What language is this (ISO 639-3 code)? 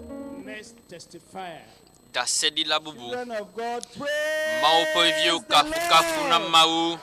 ewe